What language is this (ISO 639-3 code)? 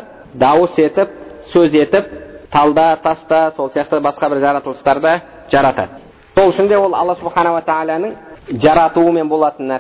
kaz